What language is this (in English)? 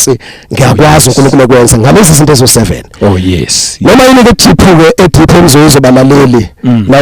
Zulu